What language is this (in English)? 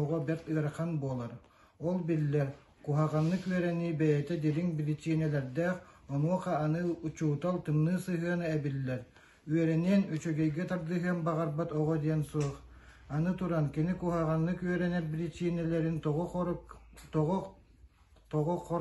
Yakut